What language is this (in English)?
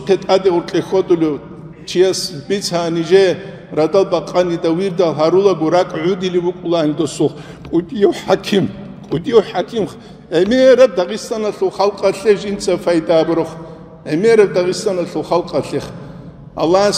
Avaric